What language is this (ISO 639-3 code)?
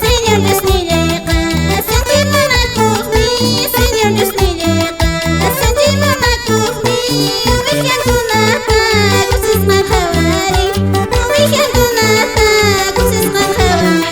que